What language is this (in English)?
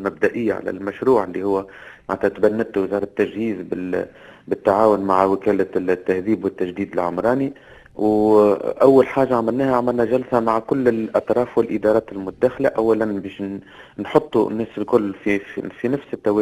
Tunisian Arabic